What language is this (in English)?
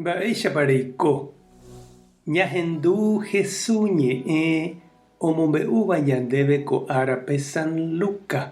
Guarani